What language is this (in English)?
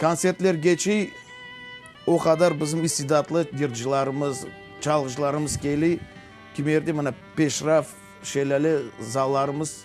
Crimean Tatar